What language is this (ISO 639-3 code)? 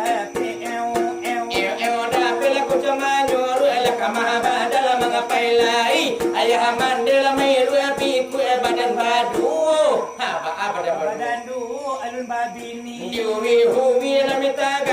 min